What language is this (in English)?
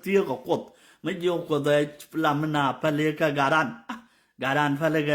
Nuer